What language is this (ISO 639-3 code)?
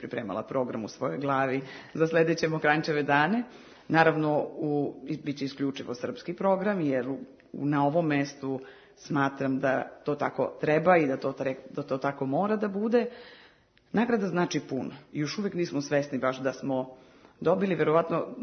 srp